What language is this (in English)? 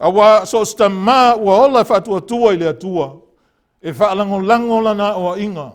Samoan